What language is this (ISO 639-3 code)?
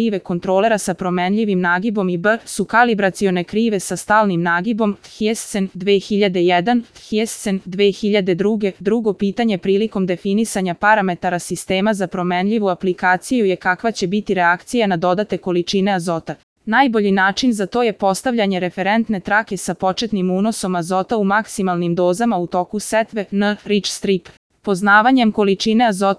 srp